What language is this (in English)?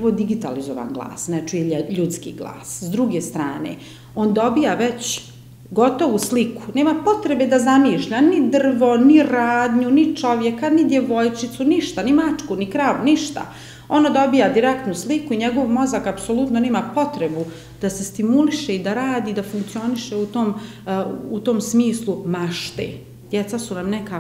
Bosnian